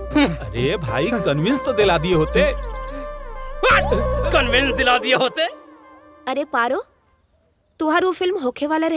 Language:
Bhojpuri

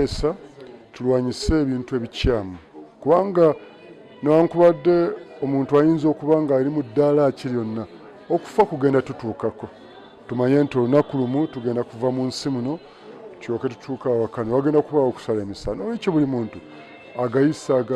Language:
Ganda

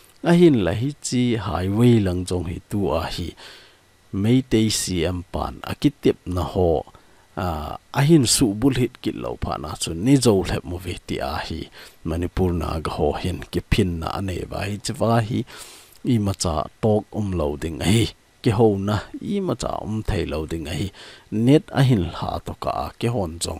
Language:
Thado Chin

